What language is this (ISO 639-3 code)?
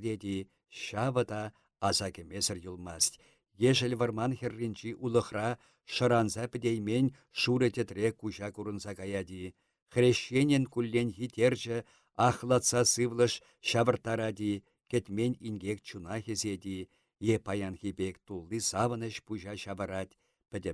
chv